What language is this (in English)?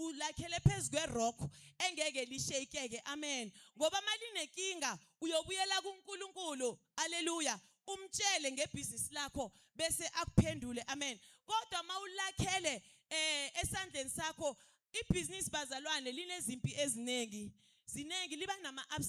Zulu